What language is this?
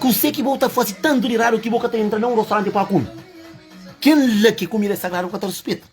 Kabuverdianu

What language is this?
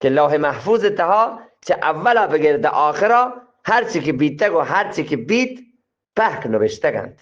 Eastern Balochi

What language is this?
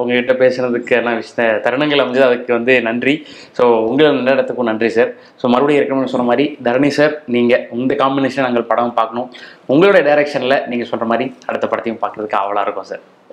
Tamil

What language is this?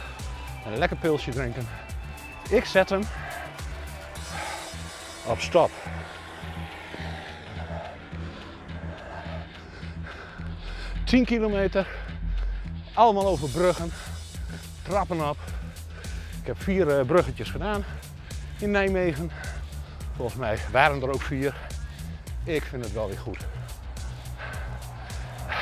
Dutch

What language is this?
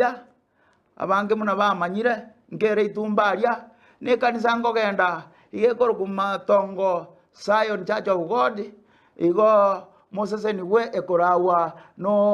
Gusii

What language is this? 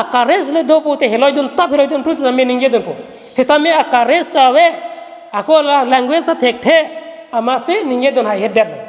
Karbi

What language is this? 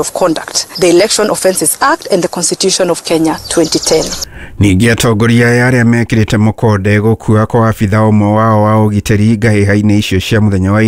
Kikuyu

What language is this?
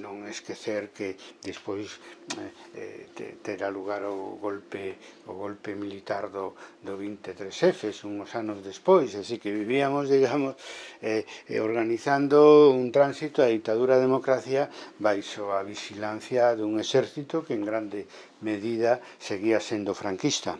Galician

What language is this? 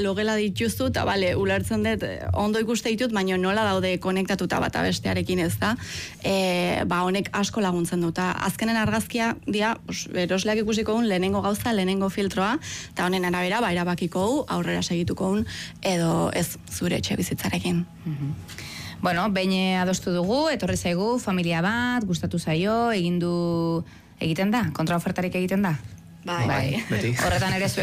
Basque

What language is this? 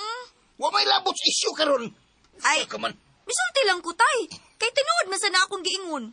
Cebuano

